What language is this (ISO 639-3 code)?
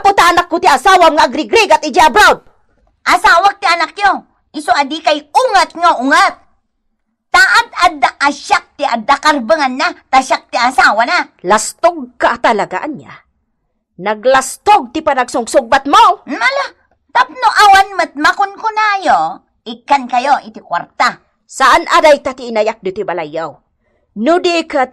ilo